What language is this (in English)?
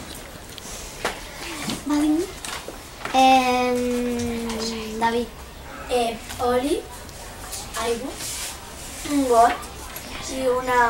Catalan